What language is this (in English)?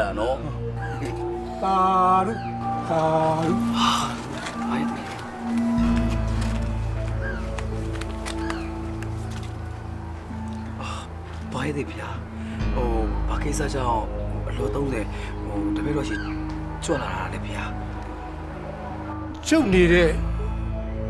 Burmese